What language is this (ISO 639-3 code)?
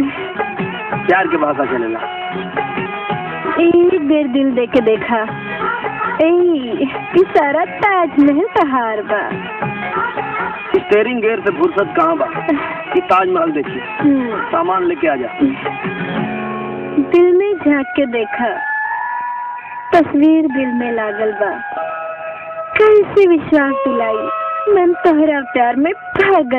bho